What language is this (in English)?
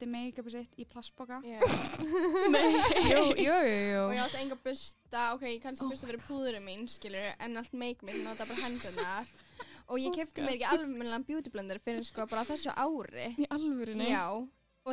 Icelandic